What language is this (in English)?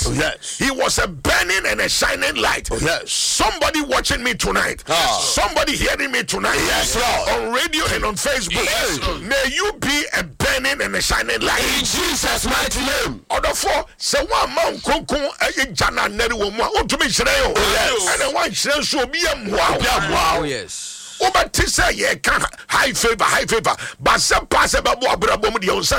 Akan